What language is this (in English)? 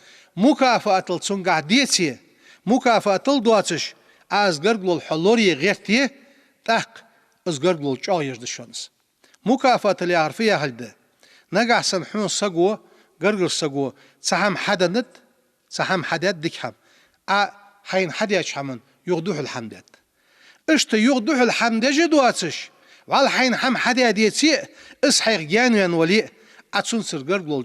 Ingush